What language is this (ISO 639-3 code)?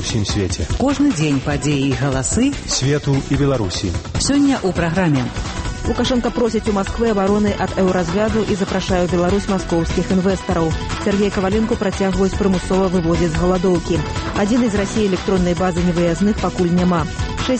bel